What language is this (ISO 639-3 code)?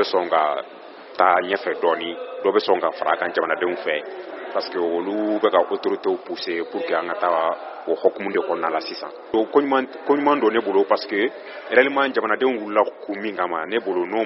bam